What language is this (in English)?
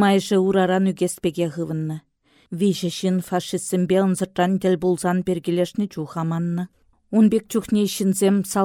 Chuvash